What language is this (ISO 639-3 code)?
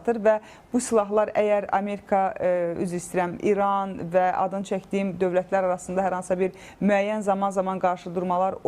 aze